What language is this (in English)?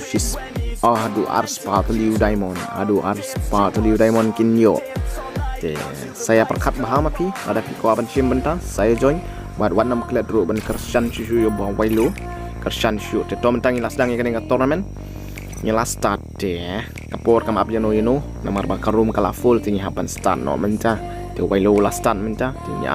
Khasi